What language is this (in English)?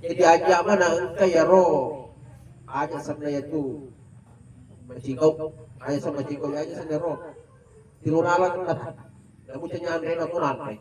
Buginese